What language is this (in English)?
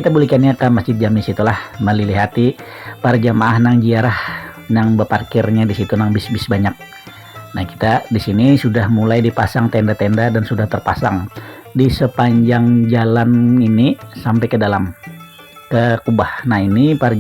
Banjar